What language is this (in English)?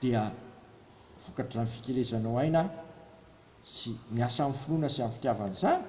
Malagasy